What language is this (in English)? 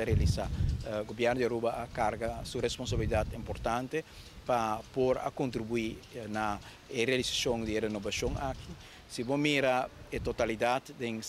Papiamento